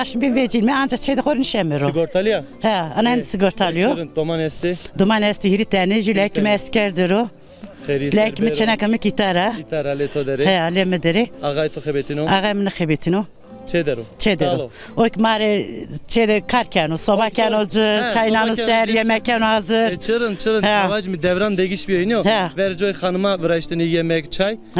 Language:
Zaza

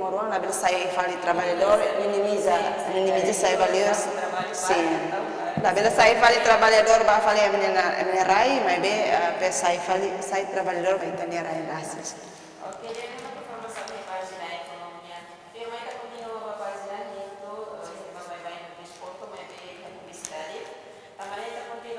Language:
Tetum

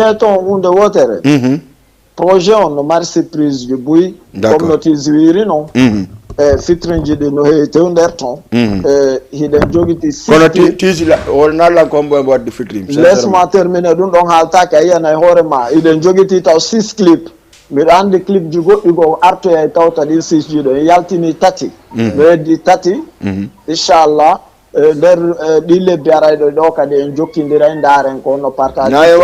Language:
Fula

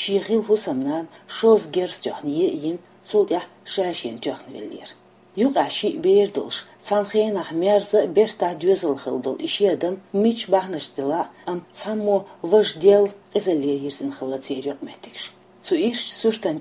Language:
Chechen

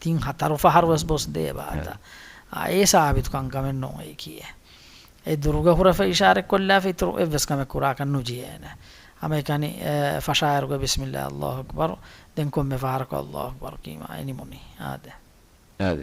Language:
Divehi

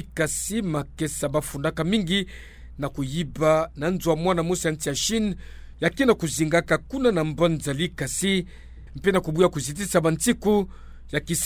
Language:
Kituba (Democratic Republic of Congo)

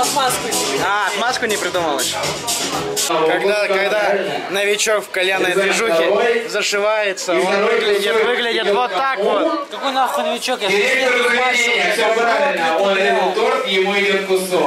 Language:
Russian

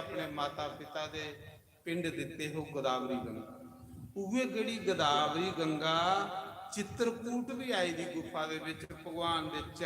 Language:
Dogri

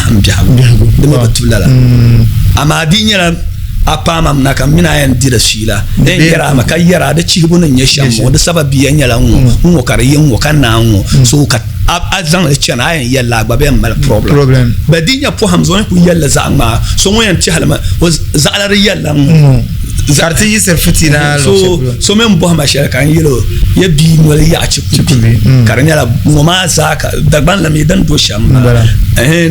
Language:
Dagbani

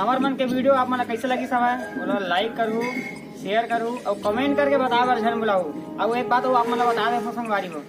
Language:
Chhattisgarhi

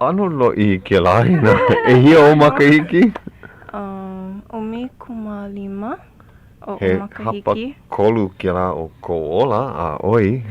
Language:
Hawaiian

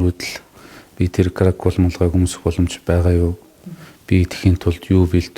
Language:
Mongolian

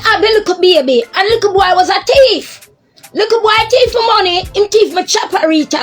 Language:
Jamaican Creole English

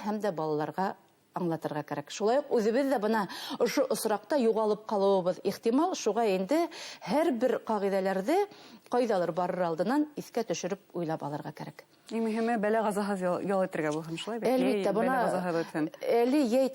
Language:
Bashkir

